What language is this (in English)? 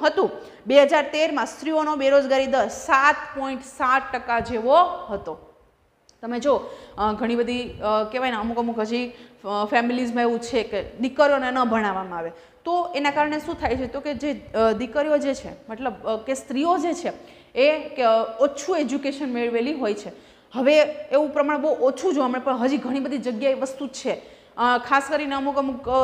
Gujarati